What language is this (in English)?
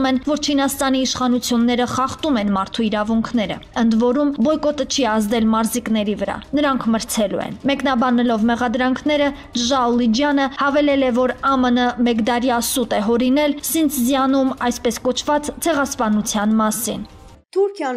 Armenian